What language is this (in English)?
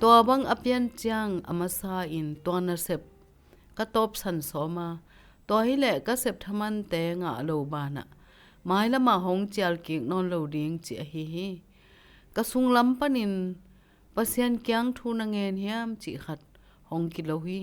Tedim Chin